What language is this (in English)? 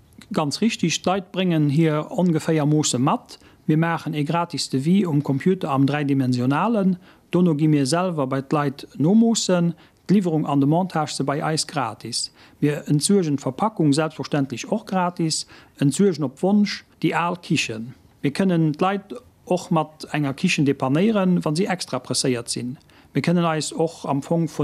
Luxembourgish